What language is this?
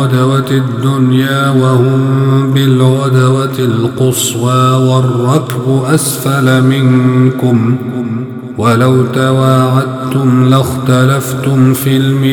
Arabic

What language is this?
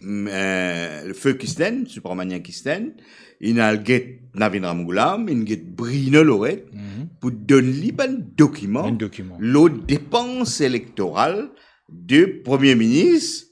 Morisyen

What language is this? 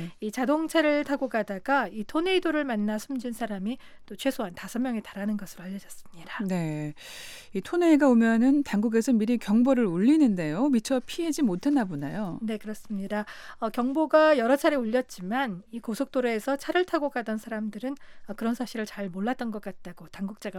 Korean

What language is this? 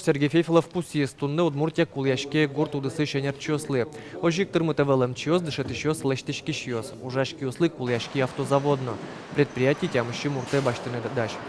Udmurt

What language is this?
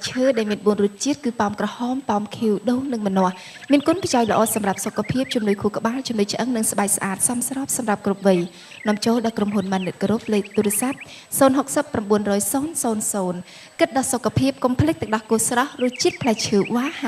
Khmer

